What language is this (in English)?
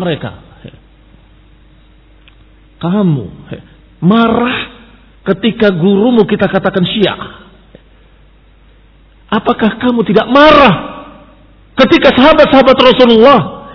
Indonesian